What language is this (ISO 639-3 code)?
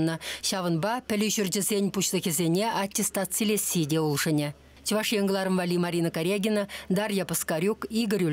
chv